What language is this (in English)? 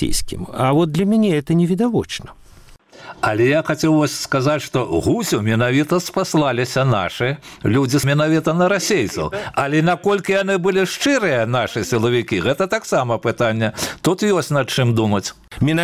Belarusian